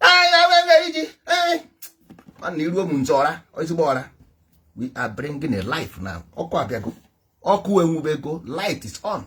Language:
Igbo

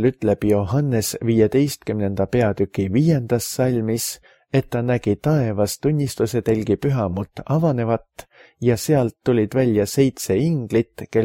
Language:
Estonian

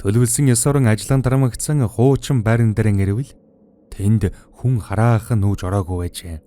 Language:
Mongolian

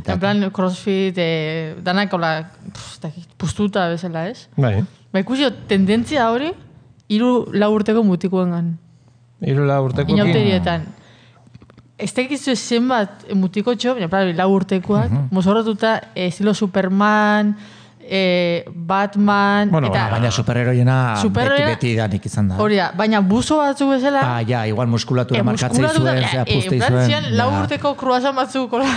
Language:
Basque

